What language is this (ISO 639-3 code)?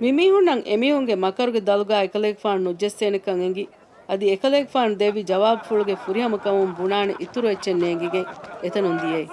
div